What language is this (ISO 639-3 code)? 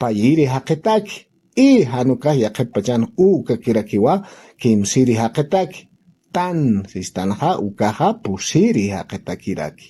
aym